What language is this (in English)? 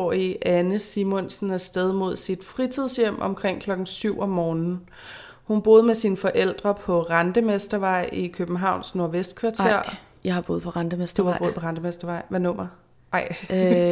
Danish